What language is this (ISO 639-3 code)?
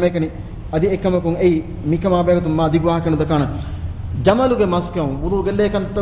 div